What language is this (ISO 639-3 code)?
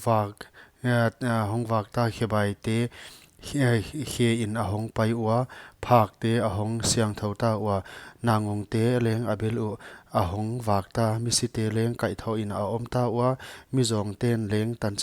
pck